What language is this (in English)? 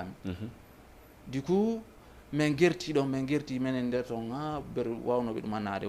Fula